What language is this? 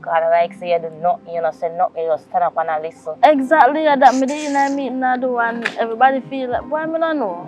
Jamaican Creole English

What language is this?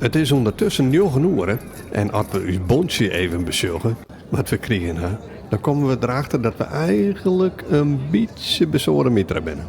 Western Frisian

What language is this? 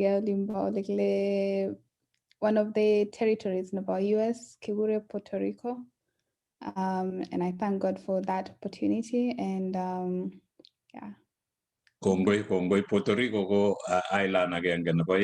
Kalenjin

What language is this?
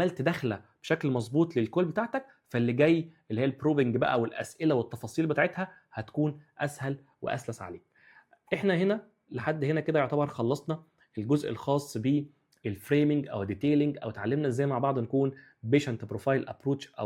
Egyptian Arabic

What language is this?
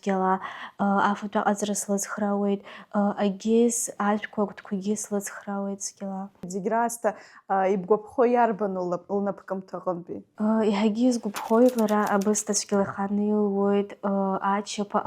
Abkhazian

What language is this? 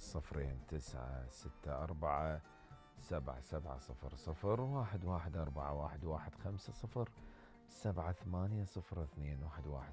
Mesopotamian Arabic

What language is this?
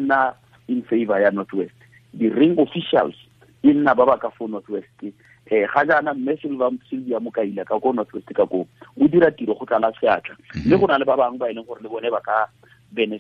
Tswana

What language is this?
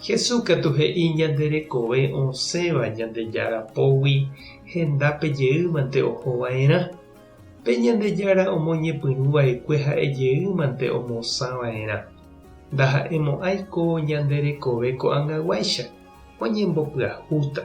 Guarani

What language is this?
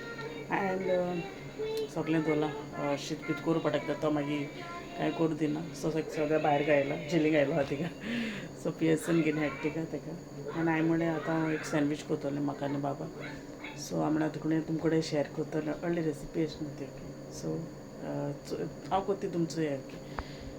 Konkani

